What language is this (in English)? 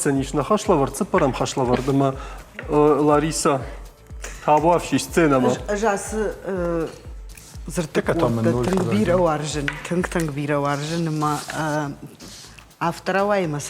Ossetic